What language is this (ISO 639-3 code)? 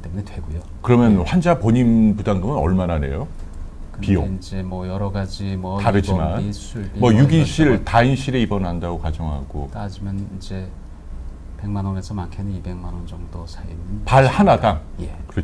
kor